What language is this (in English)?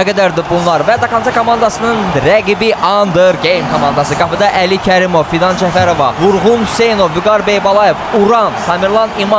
Azerbaijani